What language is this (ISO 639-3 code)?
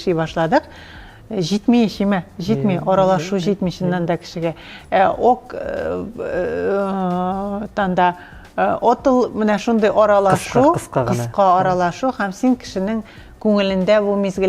tat